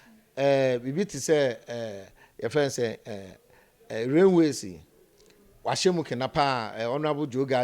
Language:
Akan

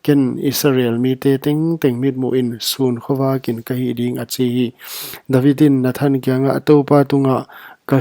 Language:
Paite Chin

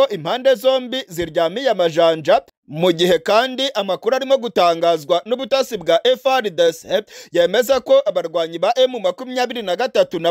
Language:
Kinyarwanda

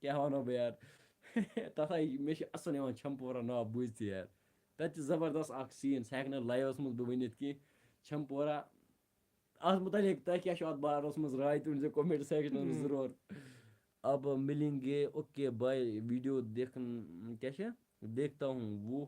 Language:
Kashmiri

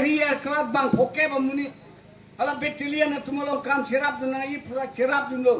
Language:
Karbi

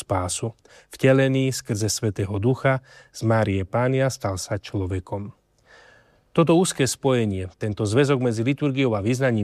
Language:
Slovak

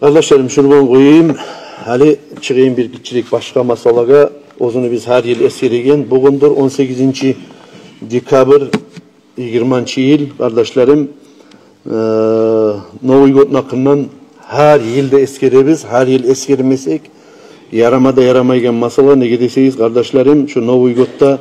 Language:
Kumyk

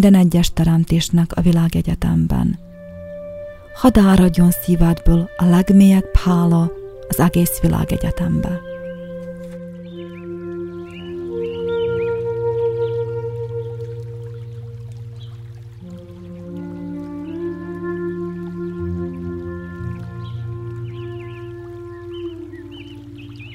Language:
Hungarian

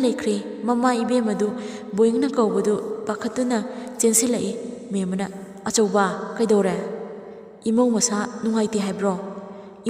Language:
Manipuri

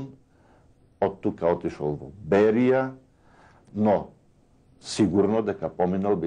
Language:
Macedonian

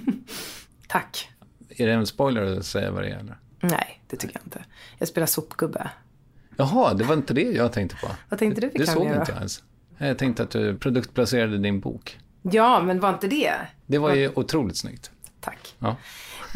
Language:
Swedish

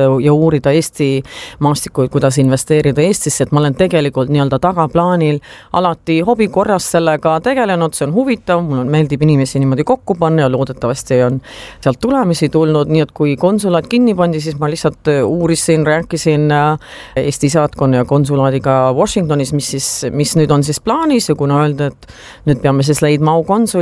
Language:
Estonian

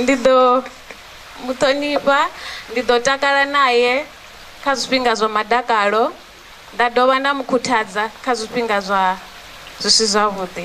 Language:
Venda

